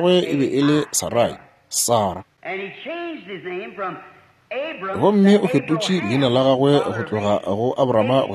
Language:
Northern Sotho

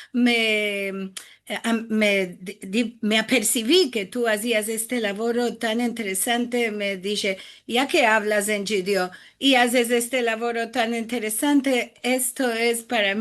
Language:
Ladino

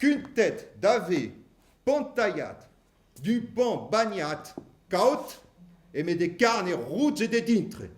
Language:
Occitan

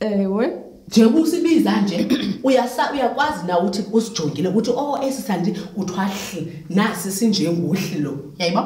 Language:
Xhosa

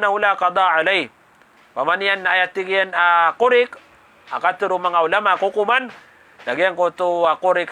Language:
Maranao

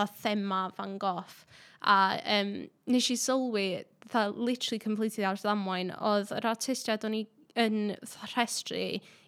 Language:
Welsh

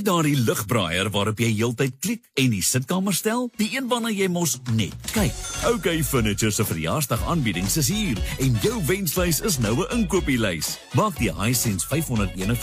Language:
Afrikaans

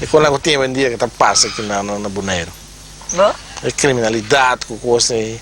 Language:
Papiamento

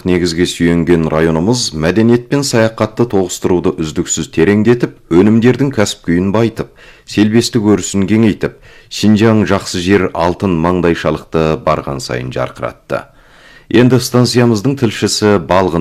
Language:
Kazakh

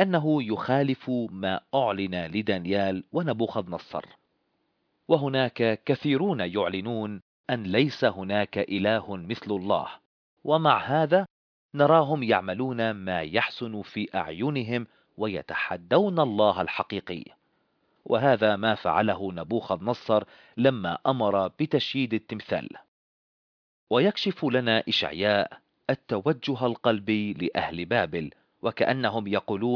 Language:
Arabic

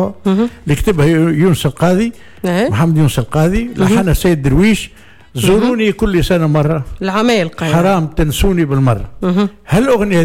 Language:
Tunisian Arabic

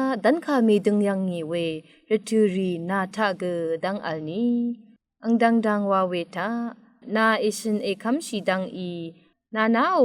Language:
Rawang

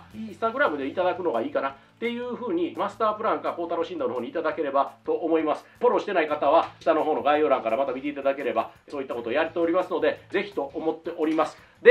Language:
Japanese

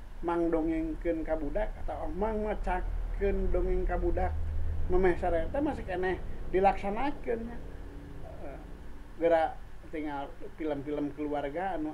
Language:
Sundanese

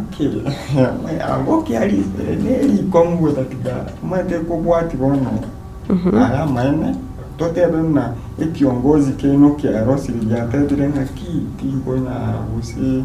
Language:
Gusii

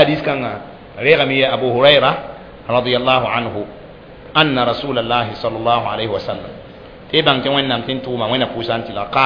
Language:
Mossi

